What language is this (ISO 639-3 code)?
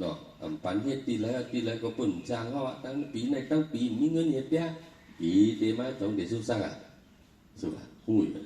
shn